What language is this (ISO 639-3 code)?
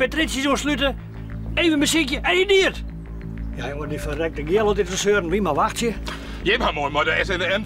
fry